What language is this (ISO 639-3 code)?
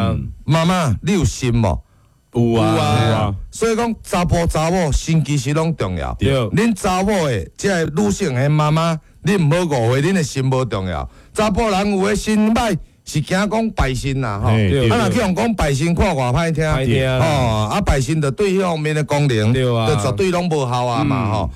nan